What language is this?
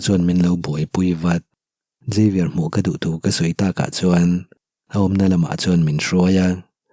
Mizo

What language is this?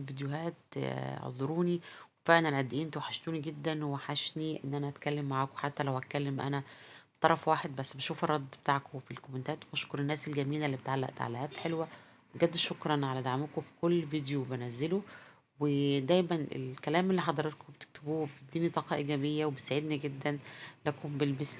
Egyptian Arabic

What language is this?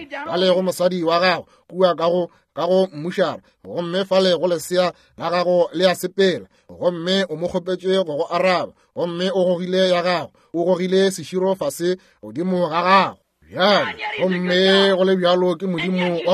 Northern Sotho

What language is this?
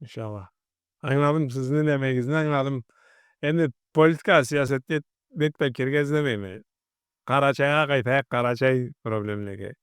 Karachay-Balkar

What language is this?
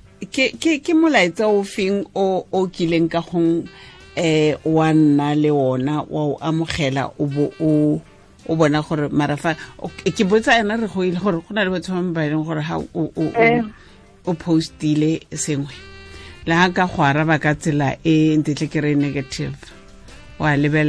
Tswana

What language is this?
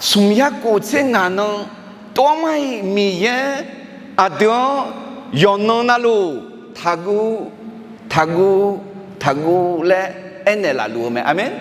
Akha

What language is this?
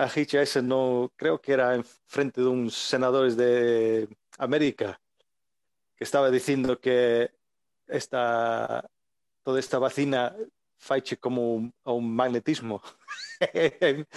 Galician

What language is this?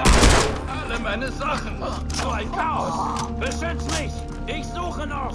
Bavarian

